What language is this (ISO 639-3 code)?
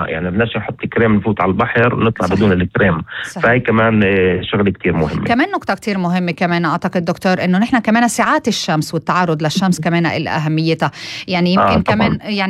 apc